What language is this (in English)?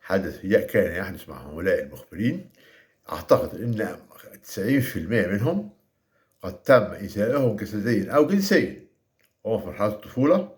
Egyptian Arabic